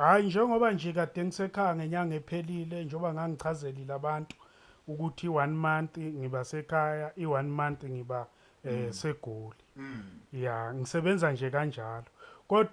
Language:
Zulu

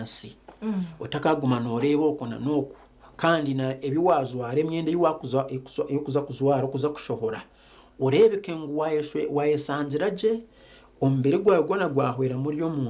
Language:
Nyankole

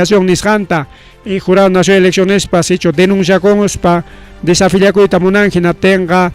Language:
Ayacucho Quechua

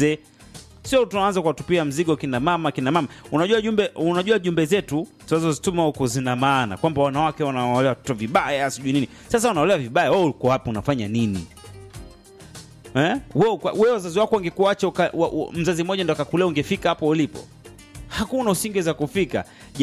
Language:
Swahili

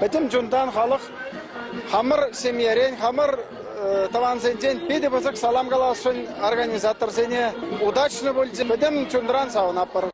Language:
Chuvash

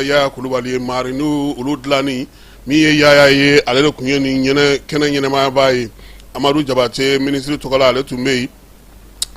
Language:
Bambara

